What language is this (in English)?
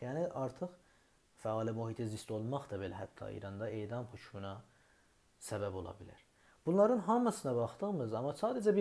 South Azerbaijani